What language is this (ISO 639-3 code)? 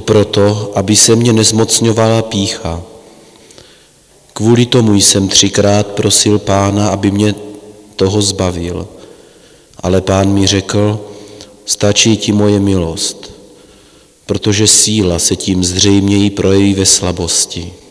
ces